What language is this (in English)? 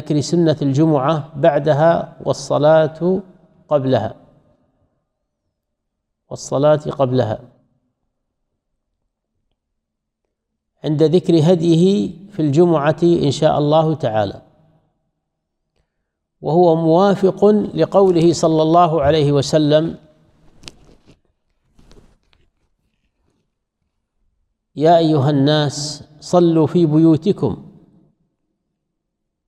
Arabic